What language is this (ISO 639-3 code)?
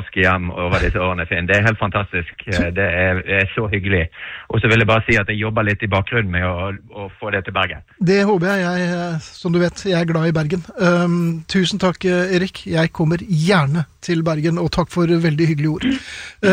nor